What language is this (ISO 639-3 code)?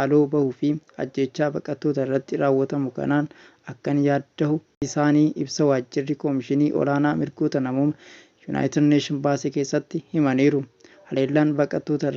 orm